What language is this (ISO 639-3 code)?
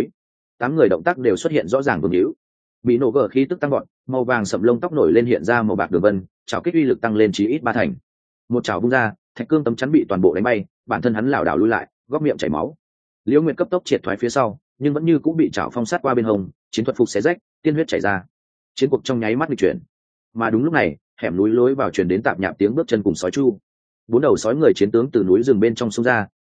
vie